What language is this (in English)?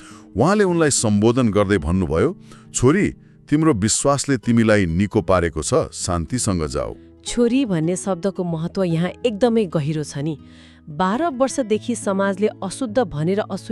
Nepali